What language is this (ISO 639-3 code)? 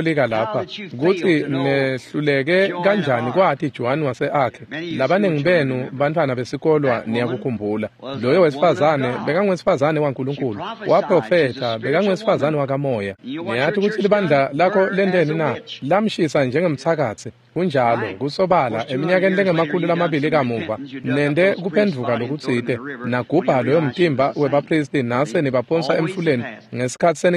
ssw